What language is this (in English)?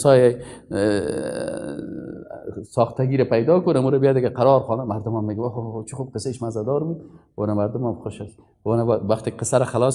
Persian